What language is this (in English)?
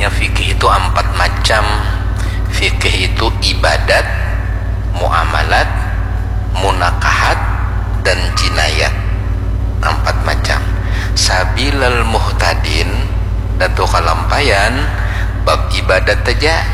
Banjar